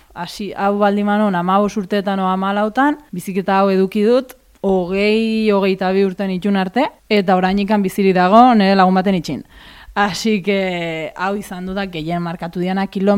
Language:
Basque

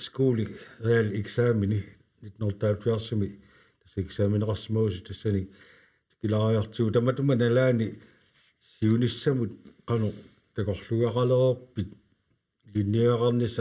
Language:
Kalaallisut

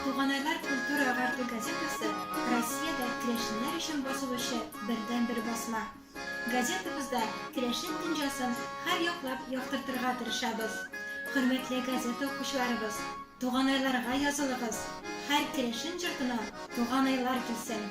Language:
Tatar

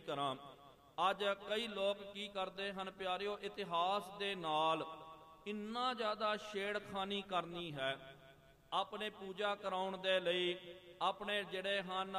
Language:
Punjabi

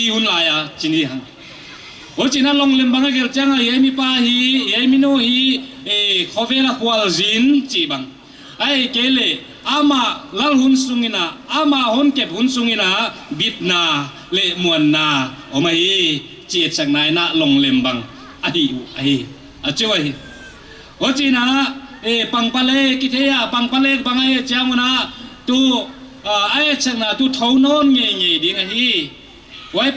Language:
Paite Chin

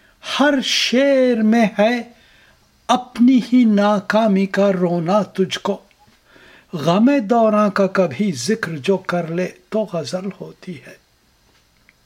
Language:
Urdu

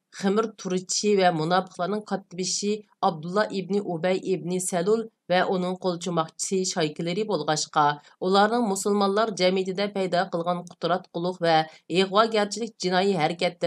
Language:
Uyghur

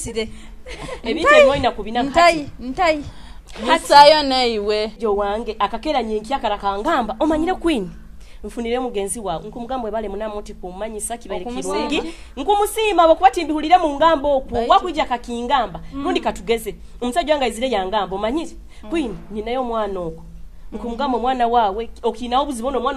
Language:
Nyoro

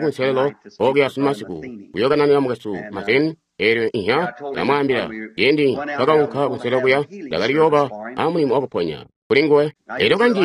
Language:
Tonga (Zambia)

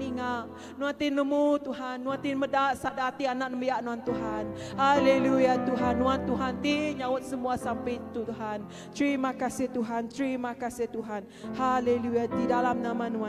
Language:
Iban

